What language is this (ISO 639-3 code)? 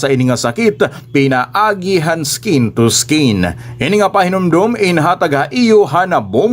war